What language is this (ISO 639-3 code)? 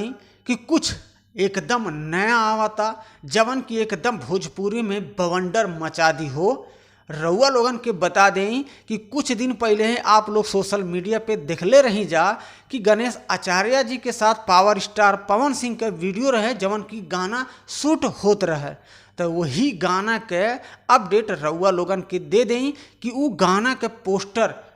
bho